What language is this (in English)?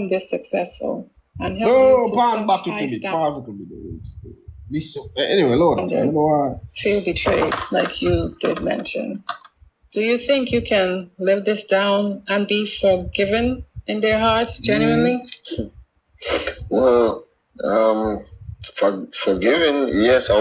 Jamaican Creole English